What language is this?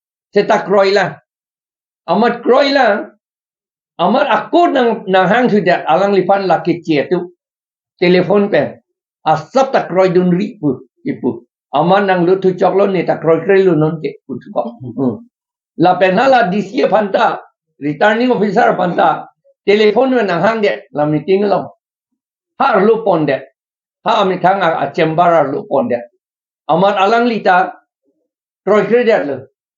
Karbi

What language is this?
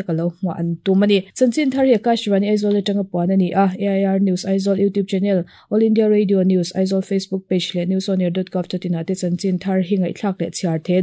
Mizo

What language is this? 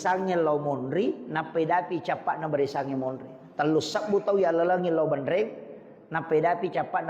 Buginese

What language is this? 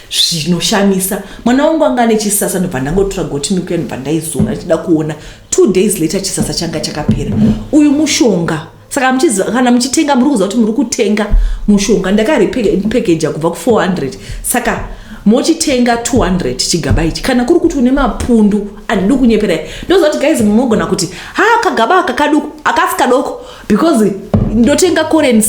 Shona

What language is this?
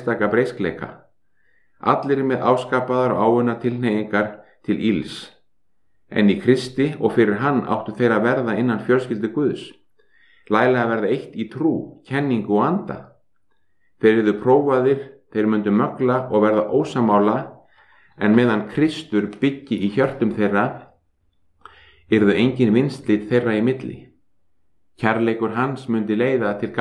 Icelandic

